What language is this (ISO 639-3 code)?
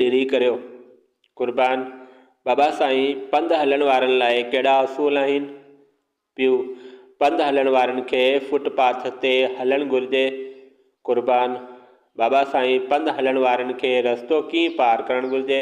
snd